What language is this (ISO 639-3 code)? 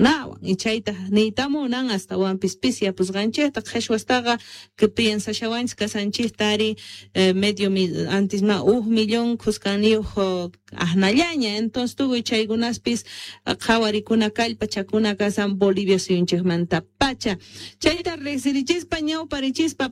que